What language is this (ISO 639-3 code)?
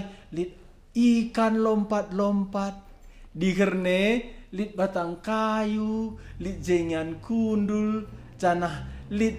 btx